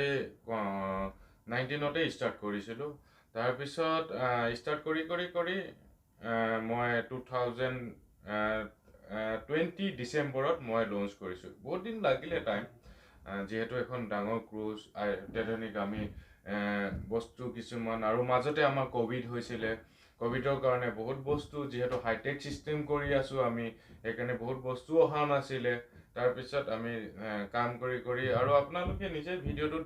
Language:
Assamese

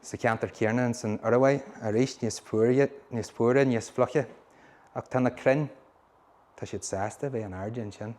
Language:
Irish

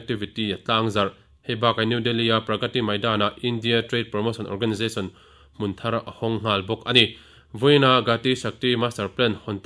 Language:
Mizo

